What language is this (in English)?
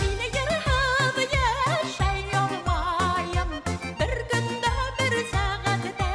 Bashkir